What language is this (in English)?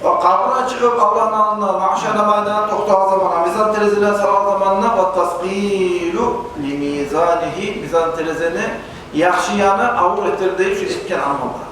Kumyk